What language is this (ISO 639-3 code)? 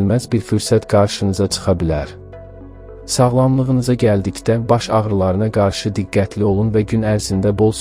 aze